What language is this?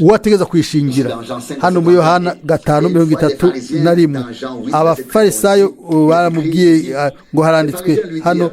Rundi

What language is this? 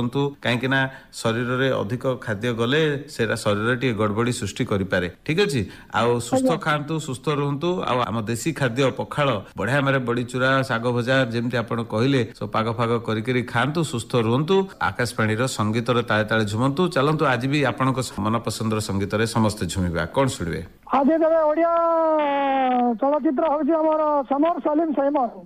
Odia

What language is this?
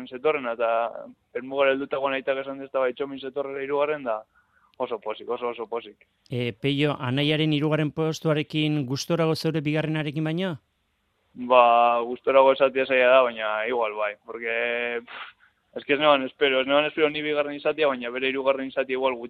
Basque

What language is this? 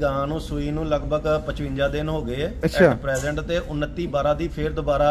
Punjabi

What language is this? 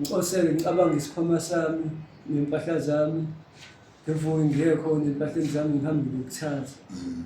Zulu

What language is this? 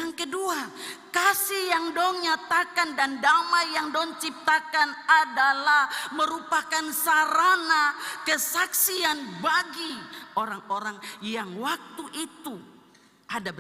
Ambonese Malay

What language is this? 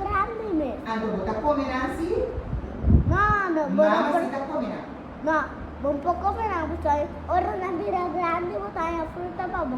Papiamento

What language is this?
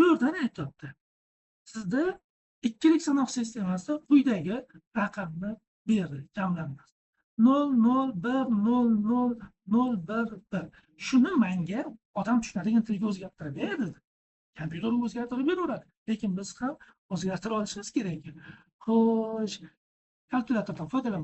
Uzbek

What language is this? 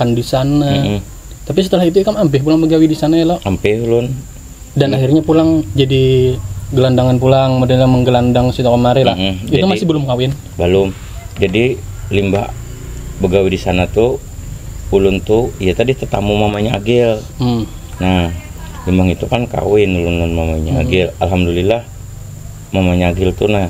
Banjar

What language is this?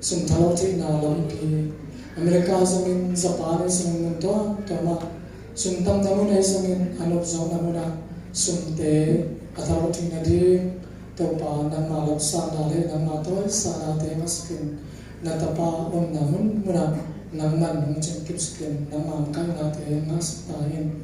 Tedim Chin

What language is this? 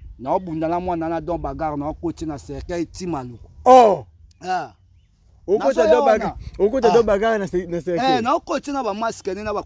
Lingala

